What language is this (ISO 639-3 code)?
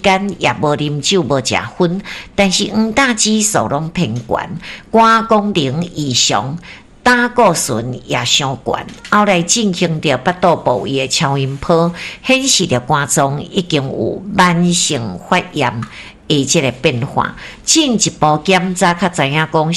nan